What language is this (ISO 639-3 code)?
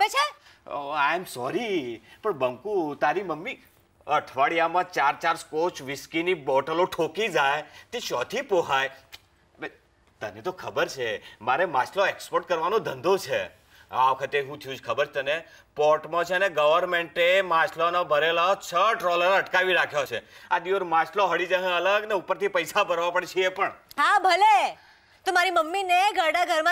guj